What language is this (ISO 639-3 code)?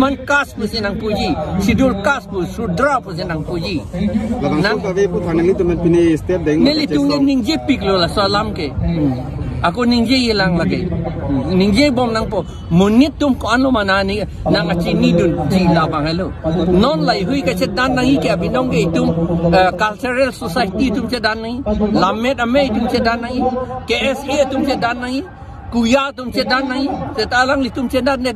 mjw